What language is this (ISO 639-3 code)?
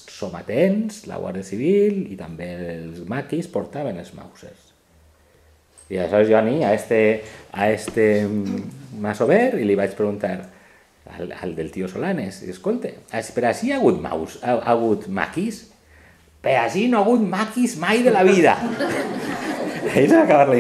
cat